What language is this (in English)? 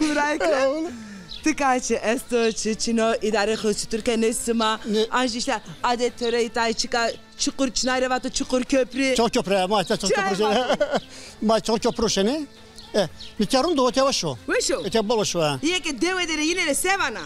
Zaza